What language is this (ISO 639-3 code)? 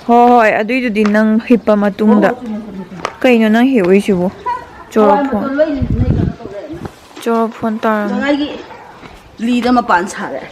mni